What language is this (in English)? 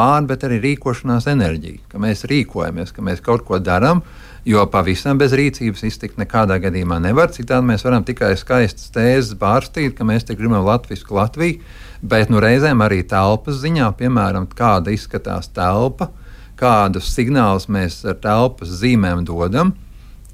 Latvian